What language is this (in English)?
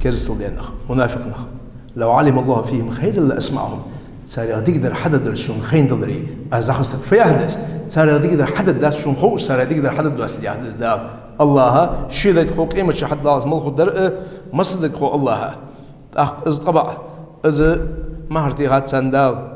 Ingush